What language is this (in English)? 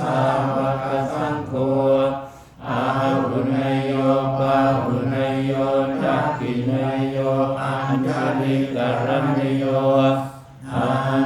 Pali